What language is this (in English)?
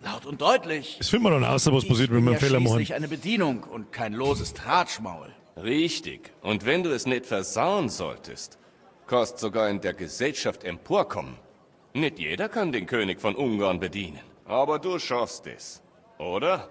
Bavarian